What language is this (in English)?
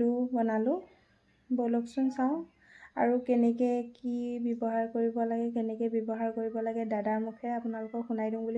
Assamese